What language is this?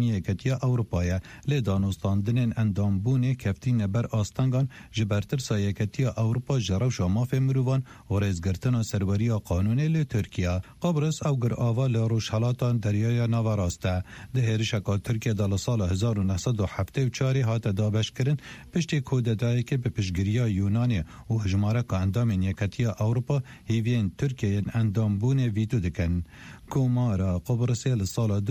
Kurdish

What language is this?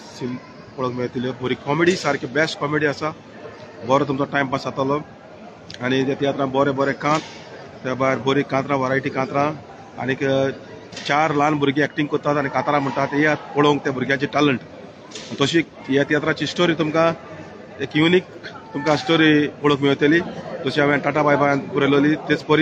Konkani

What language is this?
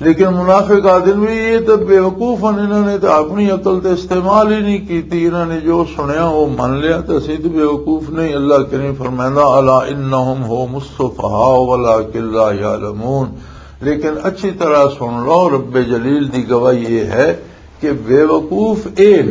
Western Panjabi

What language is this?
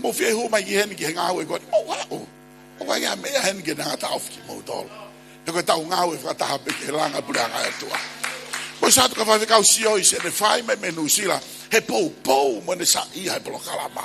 Tongan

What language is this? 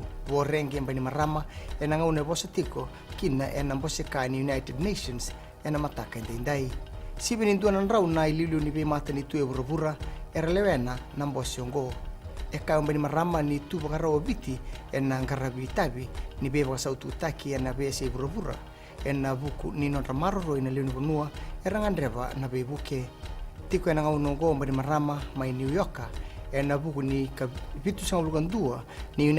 Fijian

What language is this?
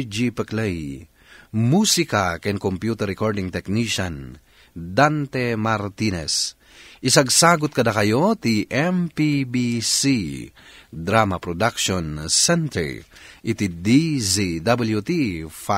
Iloko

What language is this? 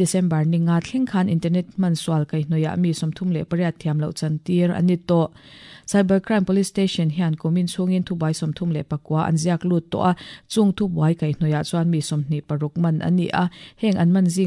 Mizo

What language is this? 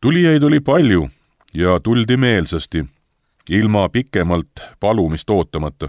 Estonian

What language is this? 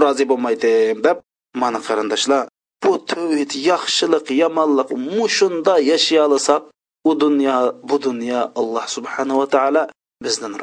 Uyghur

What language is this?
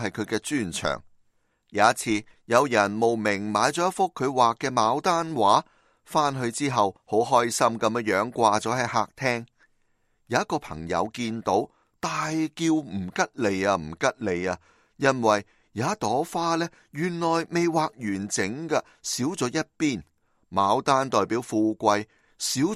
Cantonese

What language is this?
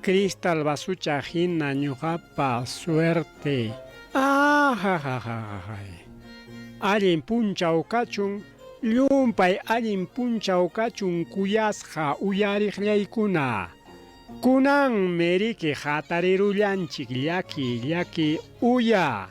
Ayacucho Quechua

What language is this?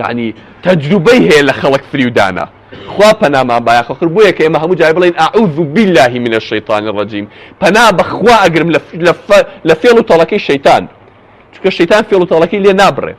Central Kurdish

